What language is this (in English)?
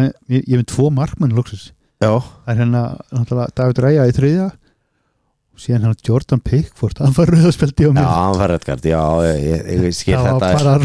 Icelandic